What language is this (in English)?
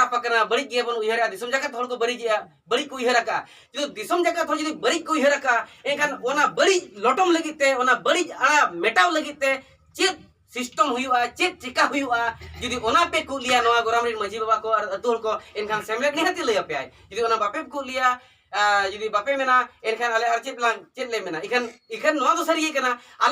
Santali